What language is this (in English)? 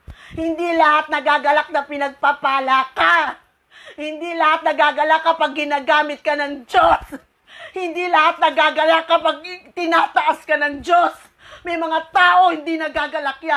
Filipino